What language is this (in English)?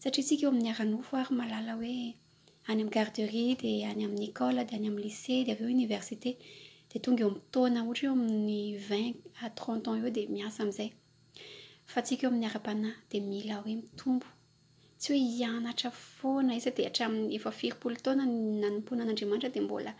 Malagasy